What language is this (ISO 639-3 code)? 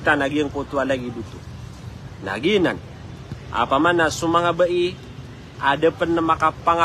mrw